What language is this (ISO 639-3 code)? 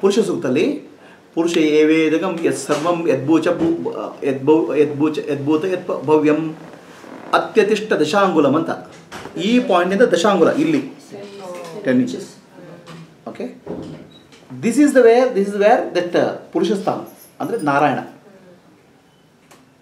kan